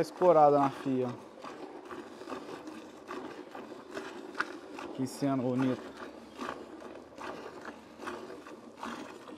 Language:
Portuguese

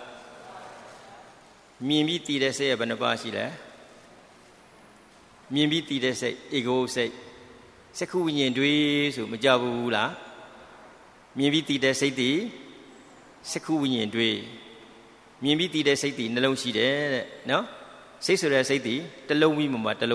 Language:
Burmese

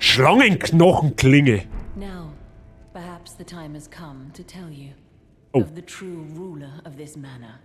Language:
Bavarian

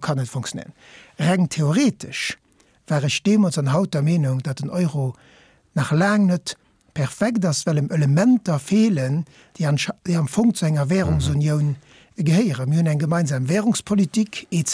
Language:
Luxembourgish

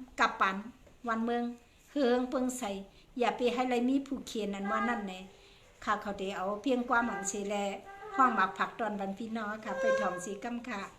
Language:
Shan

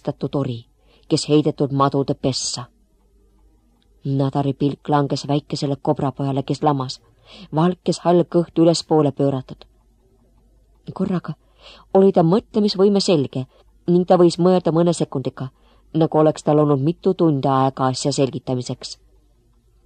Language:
Estonian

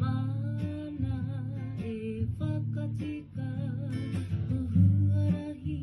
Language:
Māori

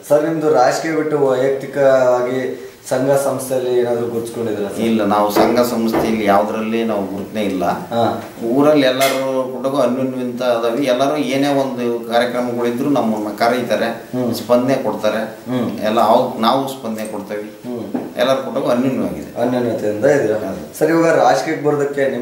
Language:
Kannada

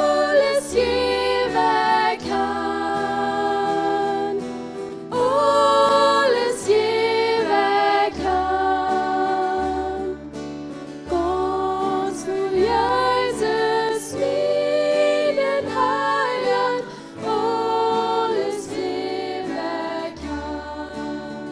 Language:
Plautdietsch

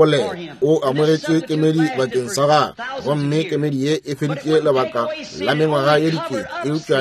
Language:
Northern Sotho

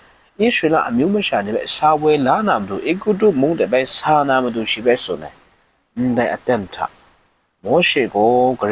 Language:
Kachin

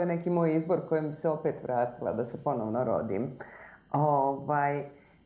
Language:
Bosnian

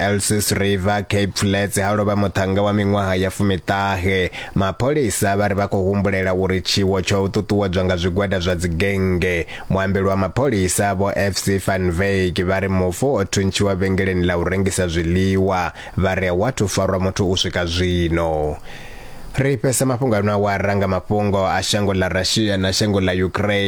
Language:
Venda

